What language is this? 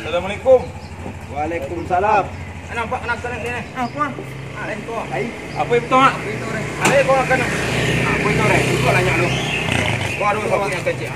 Minangkabau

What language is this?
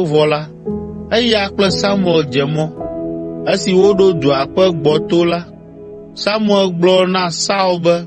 Ewe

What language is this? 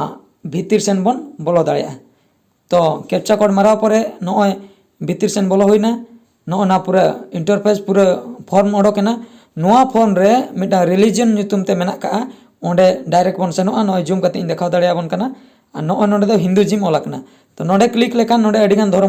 Santali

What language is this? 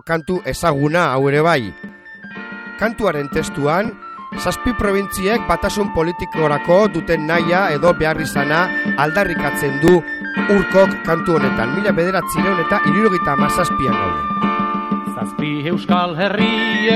Basque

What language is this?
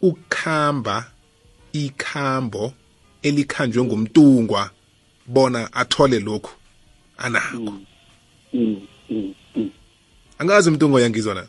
South Ndebele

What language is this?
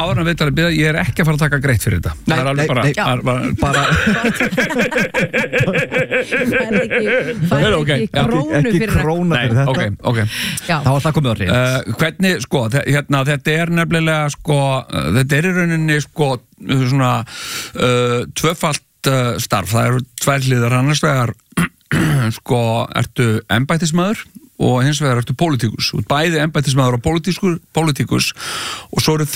Icelandic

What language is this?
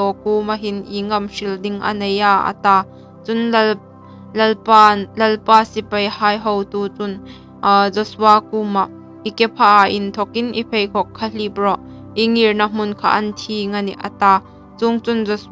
Hmar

